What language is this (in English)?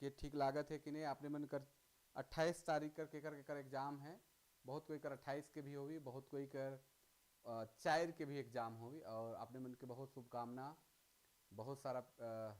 Sadri